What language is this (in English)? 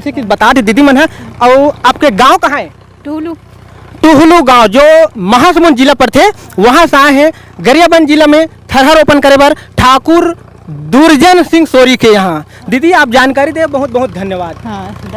Chhattisgarhi